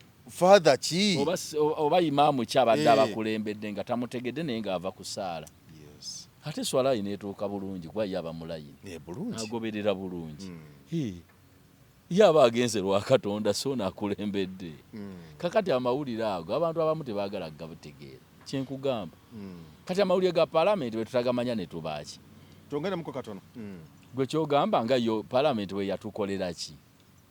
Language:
Ganda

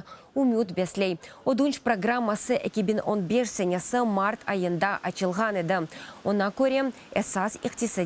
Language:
Crimean Tatar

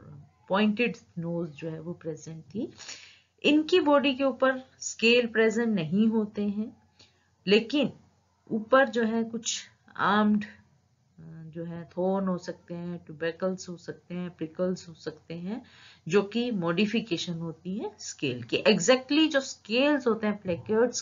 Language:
Hindi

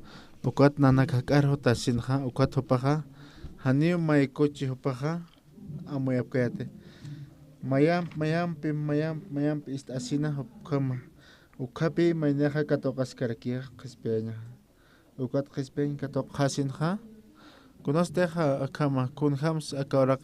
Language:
Aymara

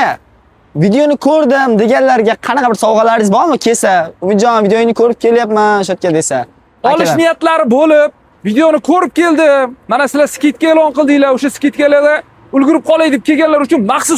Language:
Uzbek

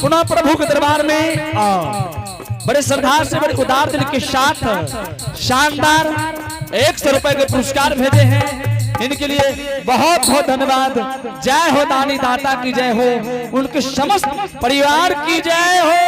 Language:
Angika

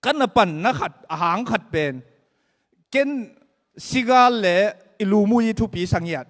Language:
Tedim Chin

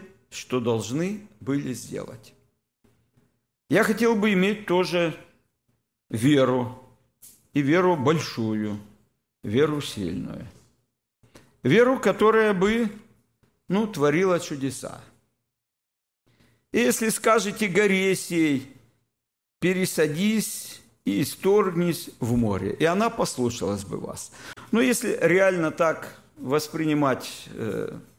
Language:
Russian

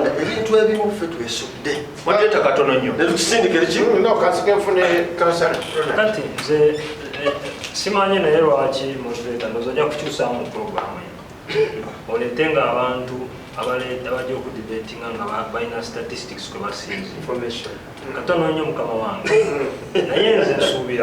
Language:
Ganda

